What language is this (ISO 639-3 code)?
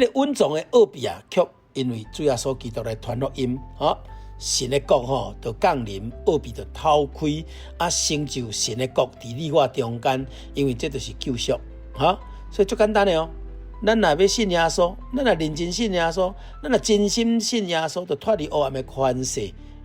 nan